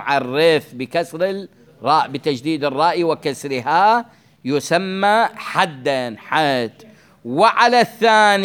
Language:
Mesopotamian Arabic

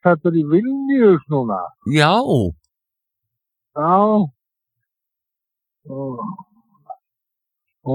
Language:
Icelandic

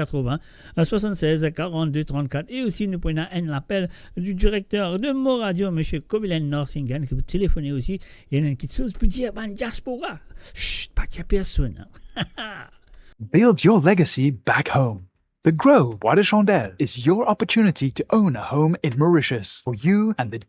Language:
Morisyen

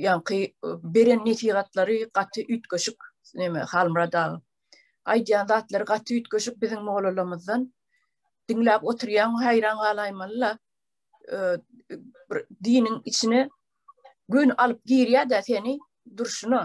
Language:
Turkmen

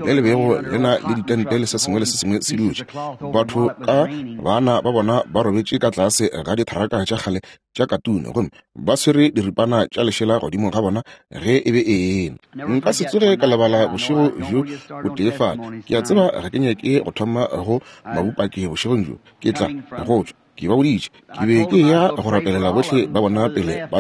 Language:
Northern Sotho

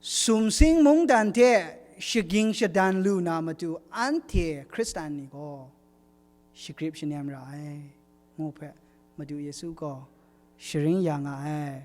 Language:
Kachin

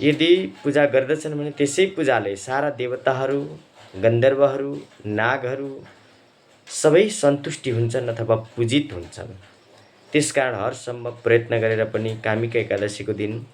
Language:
Nepali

